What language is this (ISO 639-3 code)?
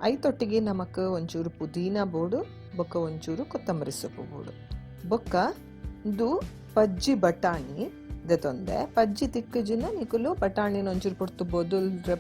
tcy